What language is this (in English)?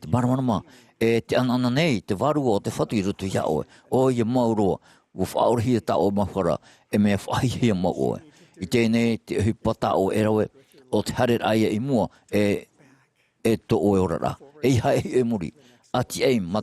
Tahitian